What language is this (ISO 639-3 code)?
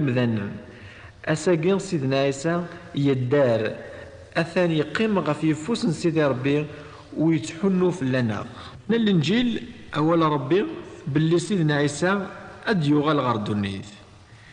kab